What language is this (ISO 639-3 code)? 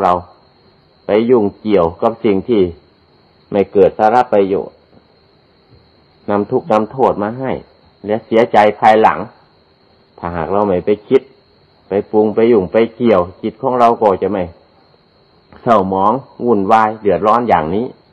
tha